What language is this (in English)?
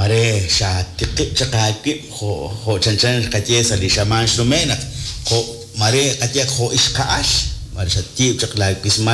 Kekchí